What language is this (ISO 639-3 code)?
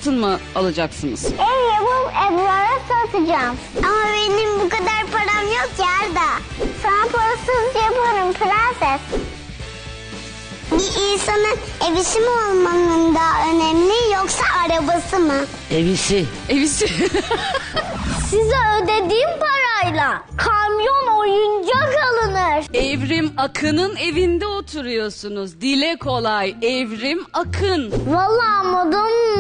tur